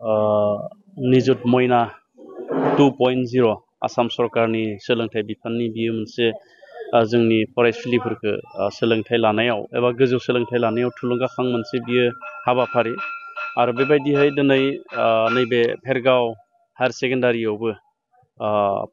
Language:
Bodo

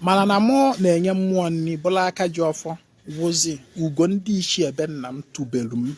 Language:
Igbo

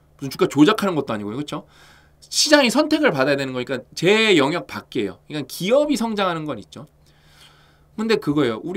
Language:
Korean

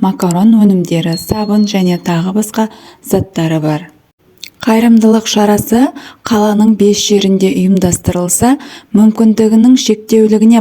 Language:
Kazakh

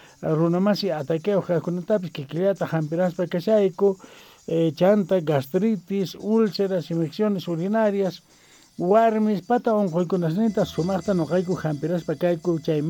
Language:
South Bolivian Quechua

